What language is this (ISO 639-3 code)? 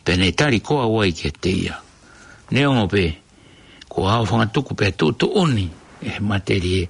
ton